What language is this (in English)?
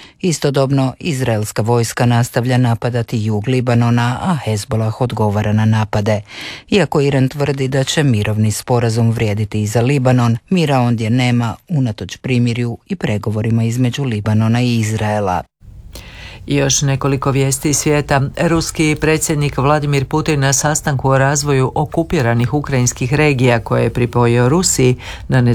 Croatian